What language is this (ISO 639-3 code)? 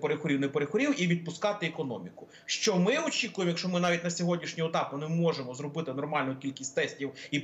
ukr